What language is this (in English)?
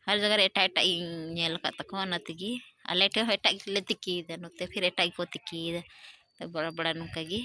Santali